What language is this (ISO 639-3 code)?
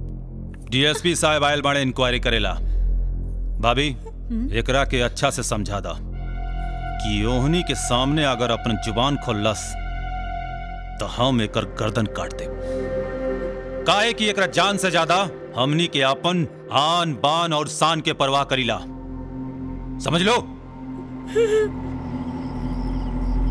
bho